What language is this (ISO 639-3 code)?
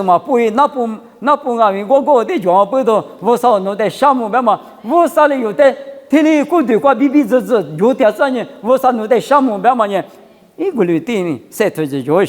lis